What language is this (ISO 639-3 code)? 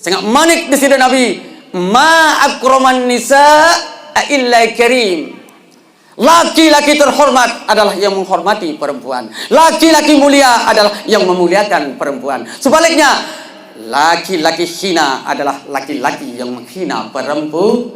sas